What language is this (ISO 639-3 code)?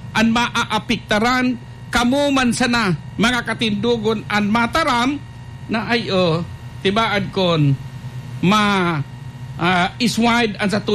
bik